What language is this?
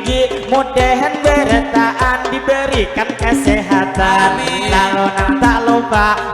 Banjar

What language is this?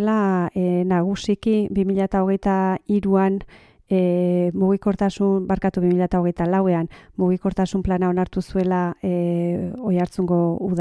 Basque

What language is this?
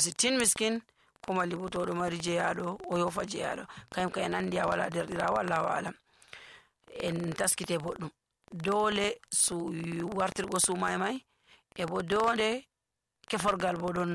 Nigerian Fulfulde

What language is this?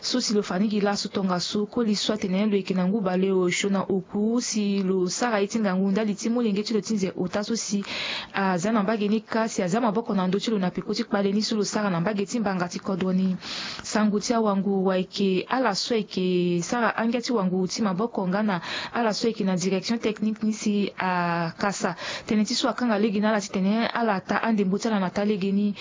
Sango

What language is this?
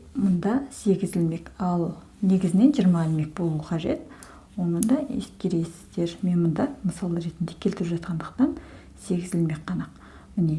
Kazakh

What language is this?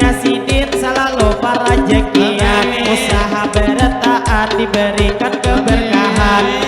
Banjar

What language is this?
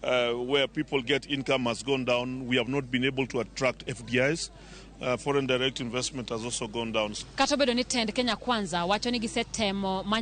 Luo (Kenya and Tanzania)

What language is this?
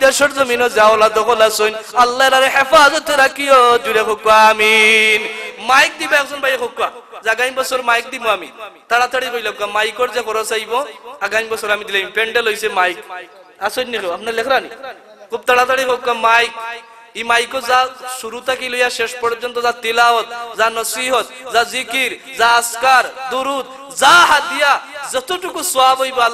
Sylheti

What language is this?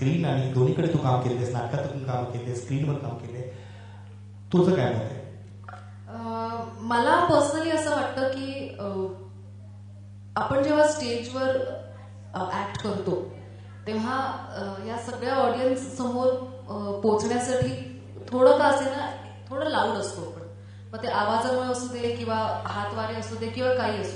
Marathi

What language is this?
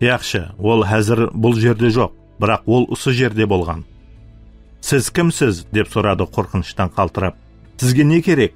Kara-Kalpak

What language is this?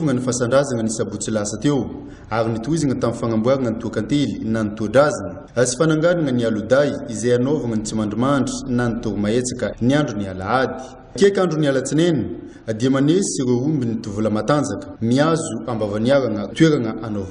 Malagasy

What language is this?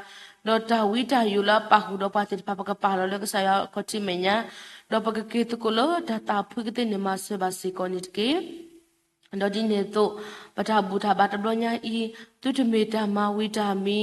S'gaw Karen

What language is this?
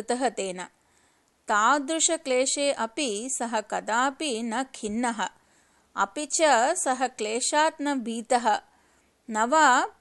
Sanskrit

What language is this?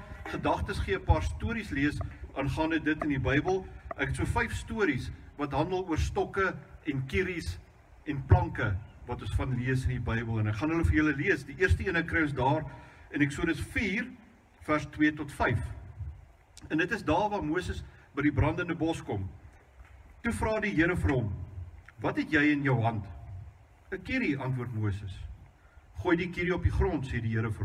Afrikaans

